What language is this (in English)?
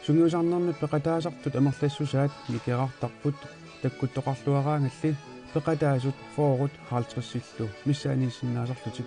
Kalaallisut